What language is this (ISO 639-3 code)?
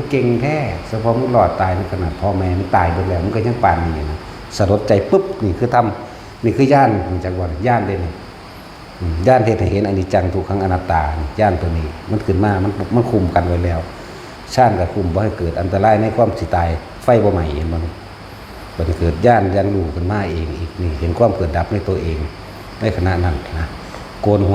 tts